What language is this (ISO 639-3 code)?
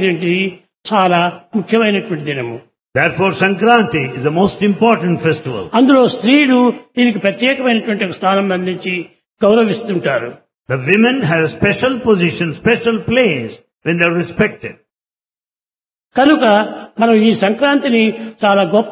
tel